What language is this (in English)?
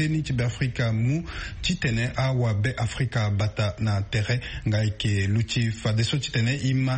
Sango